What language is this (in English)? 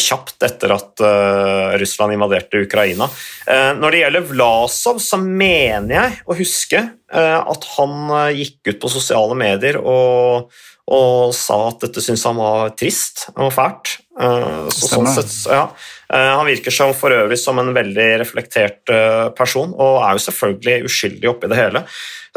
Norwegian